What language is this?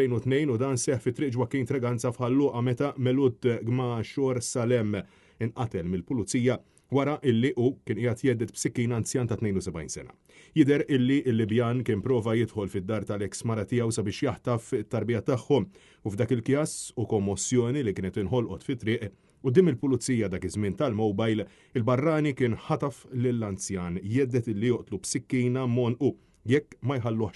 Maltese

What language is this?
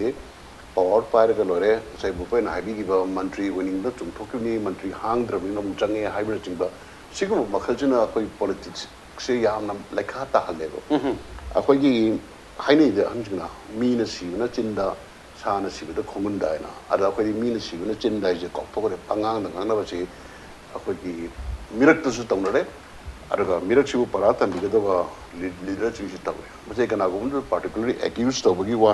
Manipuri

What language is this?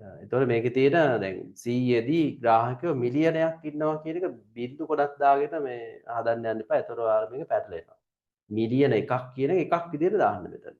Sinhala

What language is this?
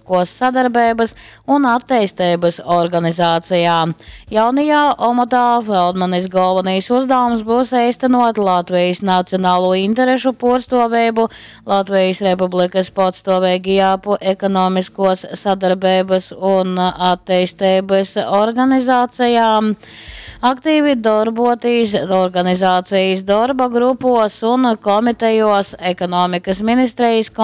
Latgalian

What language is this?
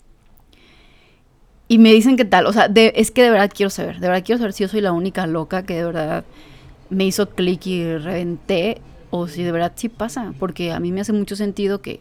Spanish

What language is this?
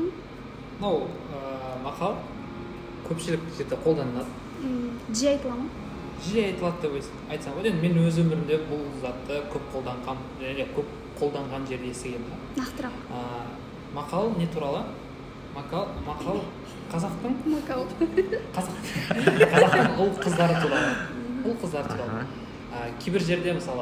Kazakh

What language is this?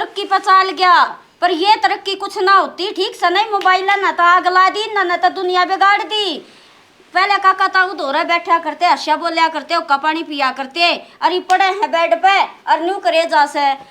Haryanvi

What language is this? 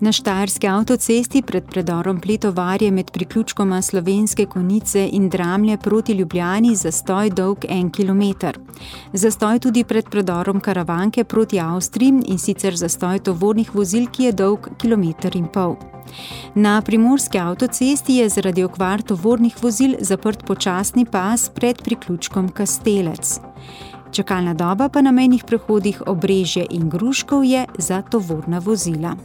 Slovenian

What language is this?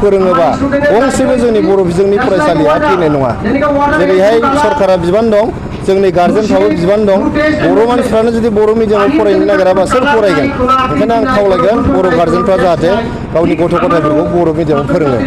Bodo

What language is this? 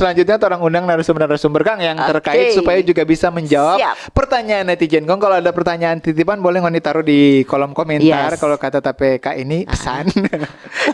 Manado Malay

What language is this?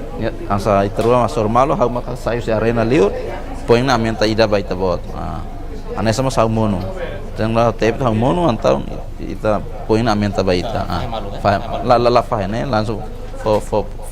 Tetum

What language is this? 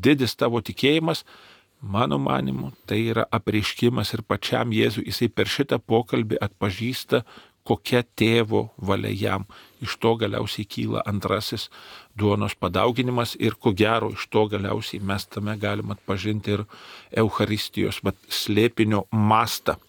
Lithuanian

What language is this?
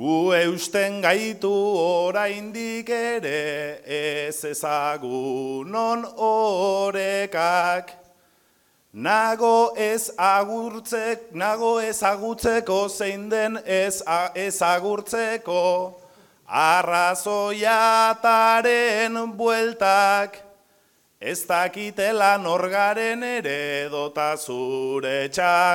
Basque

